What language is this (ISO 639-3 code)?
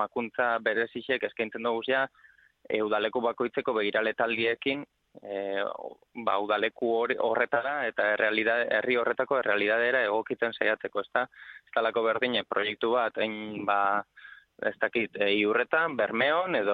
eus